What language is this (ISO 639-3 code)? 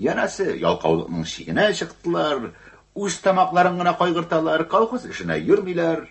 tat